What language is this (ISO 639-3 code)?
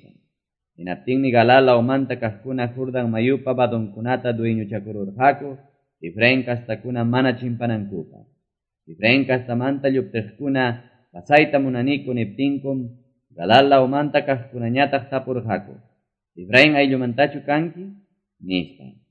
que